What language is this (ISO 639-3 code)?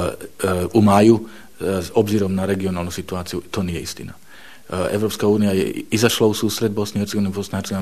bos